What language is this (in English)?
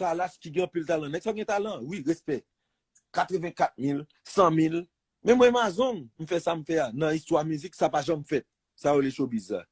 Haitian Creole